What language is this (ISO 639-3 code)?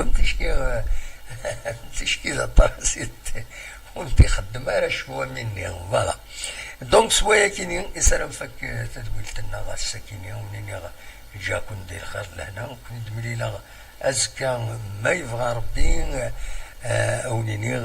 kab